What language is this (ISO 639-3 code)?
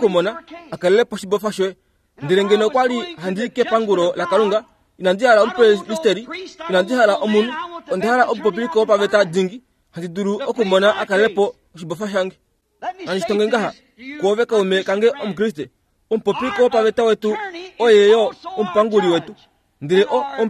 kua